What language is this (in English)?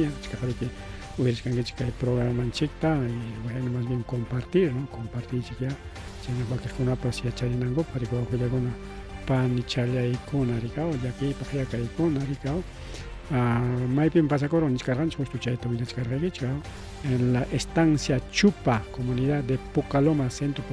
Ayacucho Quechua